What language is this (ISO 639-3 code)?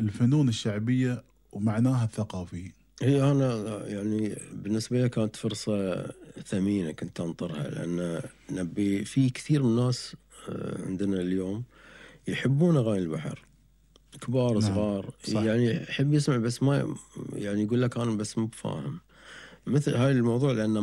afb